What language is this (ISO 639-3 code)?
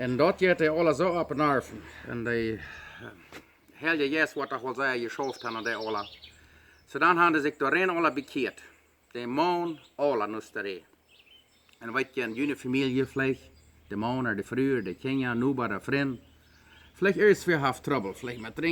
pdt